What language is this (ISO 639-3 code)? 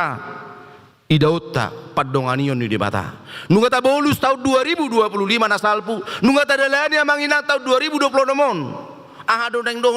bbc